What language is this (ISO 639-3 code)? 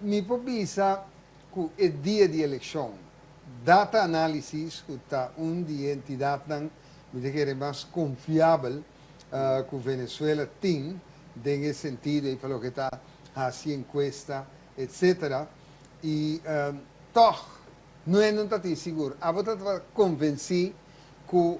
pap